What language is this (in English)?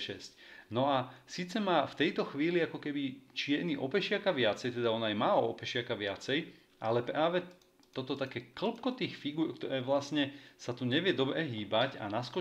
Slovak